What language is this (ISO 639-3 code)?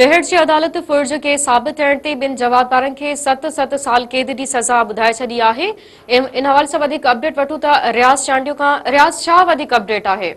snd